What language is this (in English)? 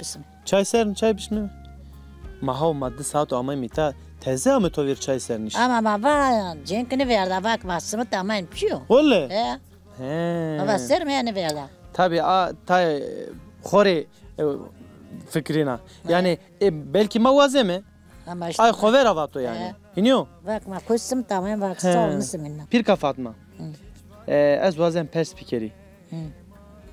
Zaza